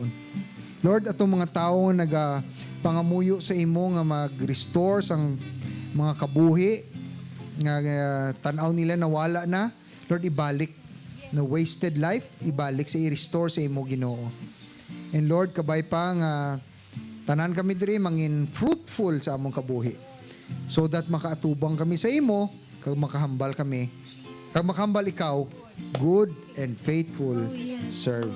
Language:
Hiligaynon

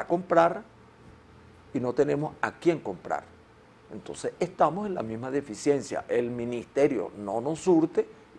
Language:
Spanish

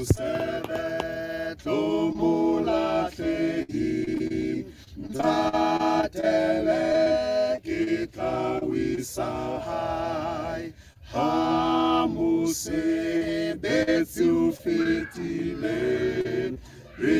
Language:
Southern Sotho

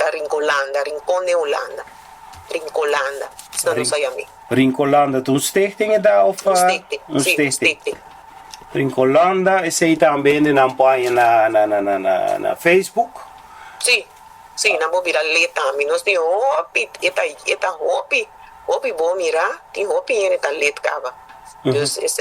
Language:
Papiamento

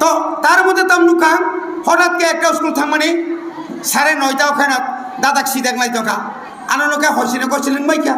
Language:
Kok Borok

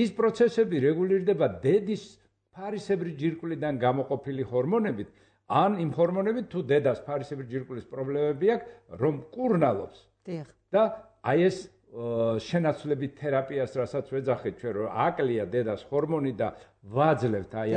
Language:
Georgian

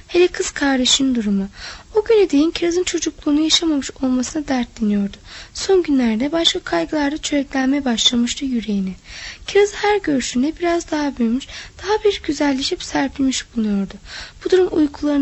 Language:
Turkish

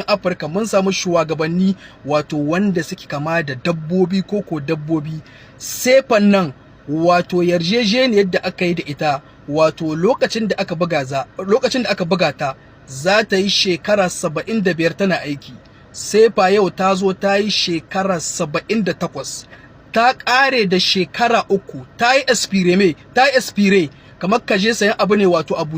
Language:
Hausa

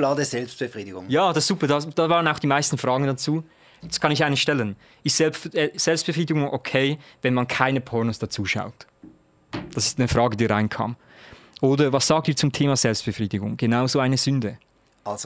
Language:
Swiss German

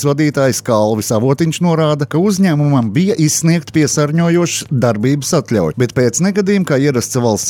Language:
Latvian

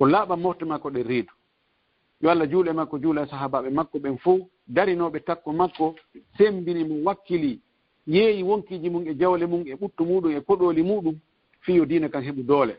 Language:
Fula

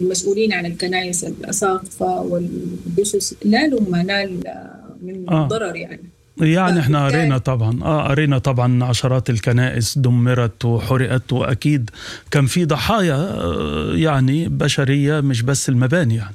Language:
Sudanese Arabic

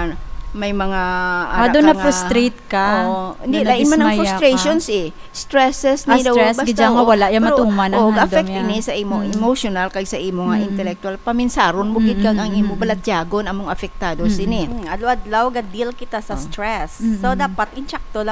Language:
Hiligaynon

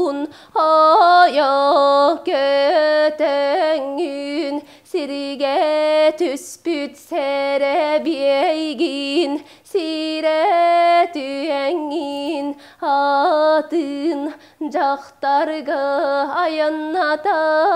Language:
Yakut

